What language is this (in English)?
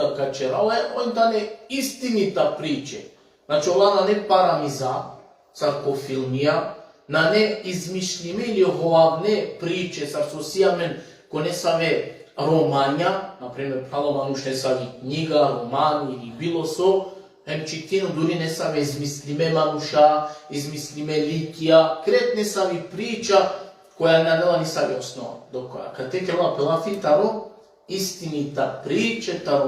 Balkan Romani